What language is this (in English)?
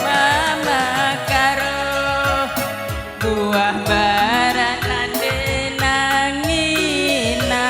Batak Karo